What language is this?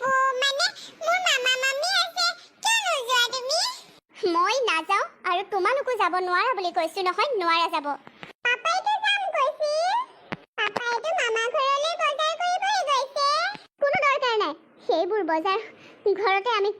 Assamese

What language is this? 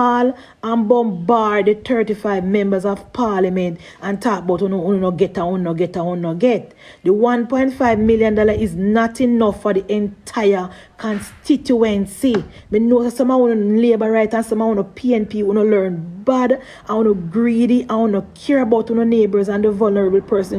Jamaican Creole English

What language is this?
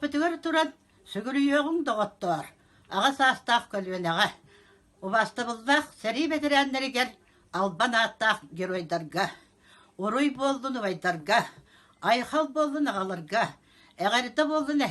Yakut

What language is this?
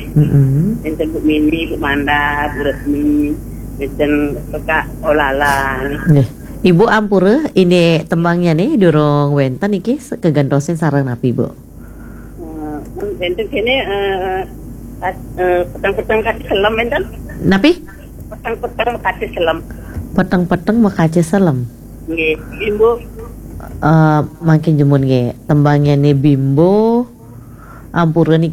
Balinese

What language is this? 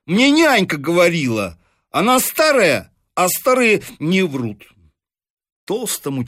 Russian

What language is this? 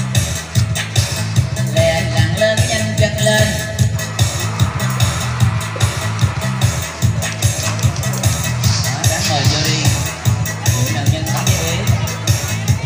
Vietnamese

